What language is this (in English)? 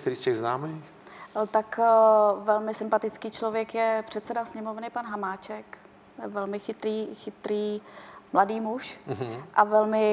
Czech